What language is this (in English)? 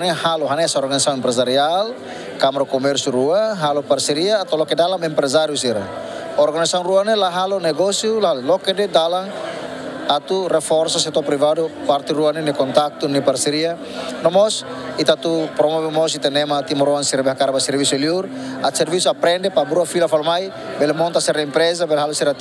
Tetum